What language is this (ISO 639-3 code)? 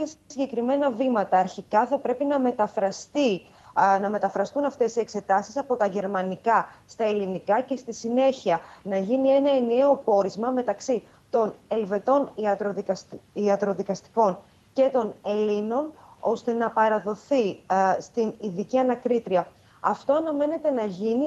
ell